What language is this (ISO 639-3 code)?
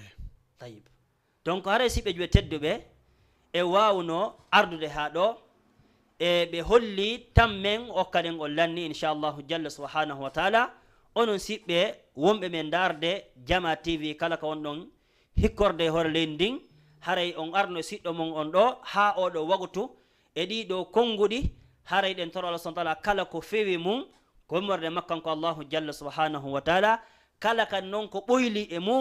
ful